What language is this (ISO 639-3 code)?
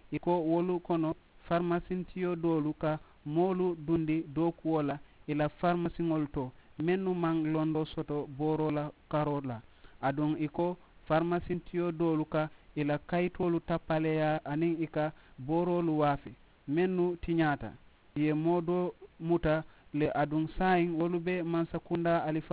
man